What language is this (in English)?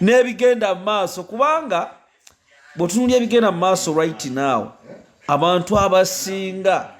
Ganda